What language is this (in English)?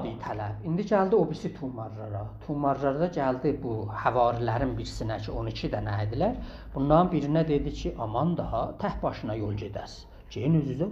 South Azerbaijani